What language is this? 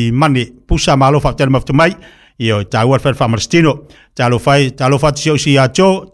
Samoan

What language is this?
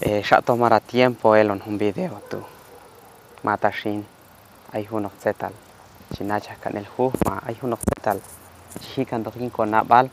Q'anjob'al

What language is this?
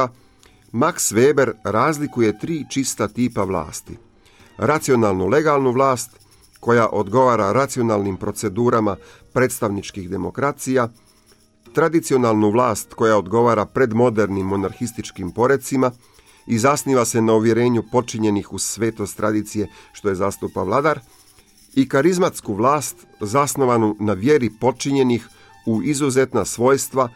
Croatian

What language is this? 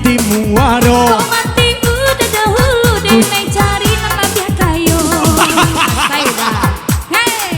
Minangkabau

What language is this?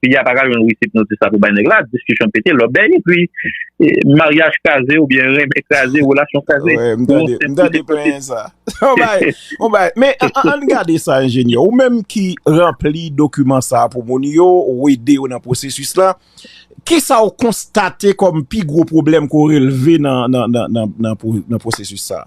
Haitian Creole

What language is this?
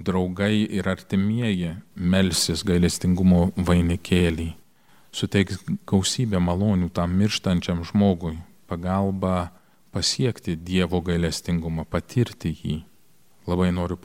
Lithuanian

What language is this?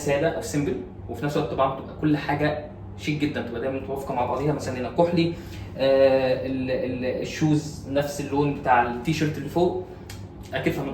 Egyptian Arabic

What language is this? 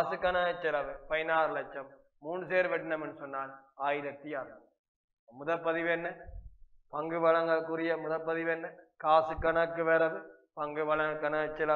Tamil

